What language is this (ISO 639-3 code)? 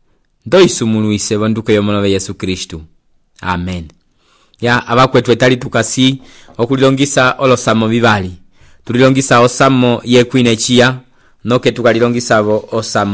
umb